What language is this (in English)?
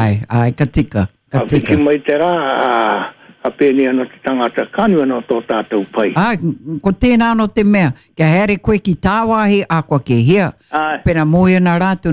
Māori